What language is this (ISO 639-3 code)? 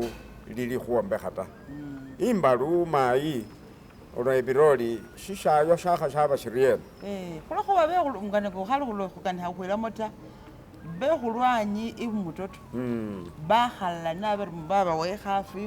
myx